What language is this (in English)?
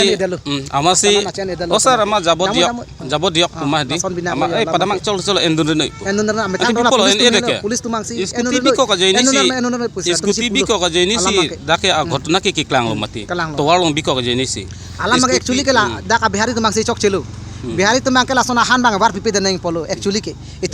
Karbi